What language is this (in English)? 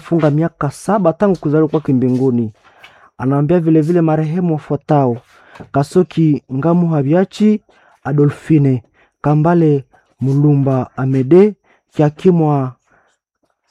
Swahili